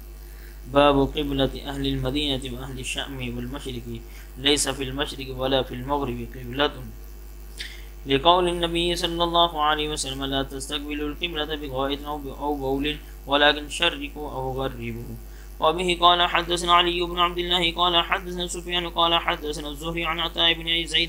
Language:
Arabic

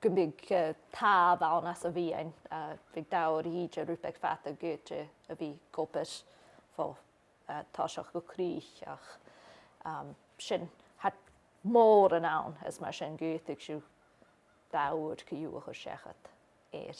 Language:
Scottish Gaelic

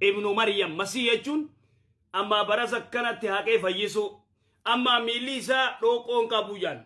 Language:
Oromo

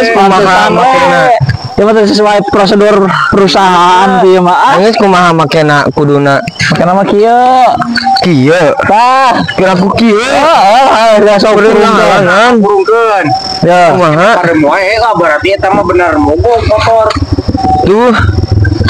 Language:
Sundanese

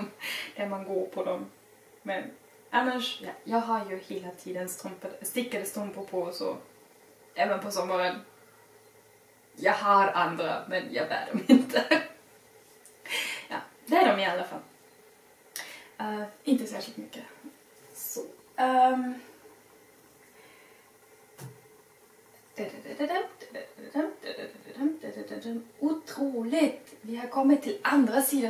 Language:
Swedish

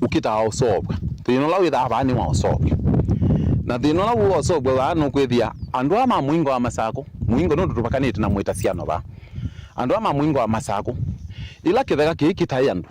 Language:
Kamba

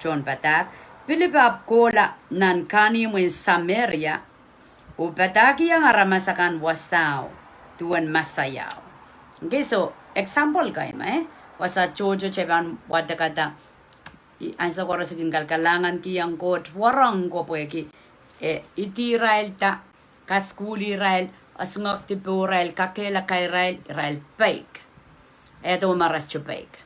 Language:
Pohnpeian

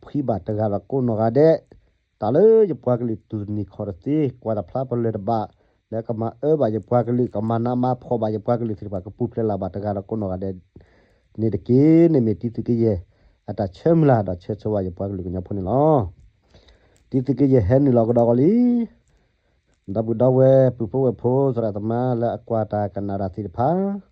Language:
S'gaw Karen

